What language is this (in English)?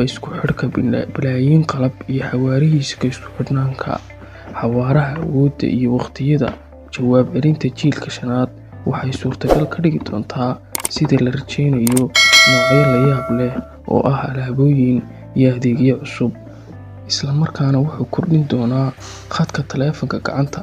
Somali